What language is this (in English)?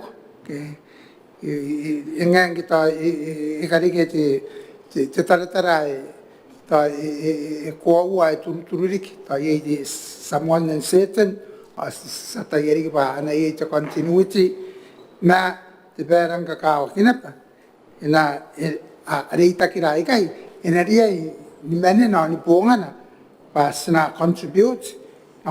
Gilbertese